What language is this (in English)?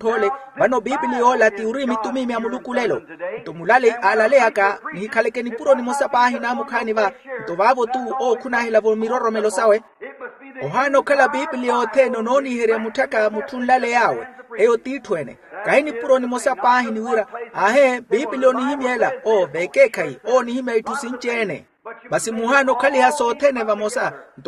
Makhuwa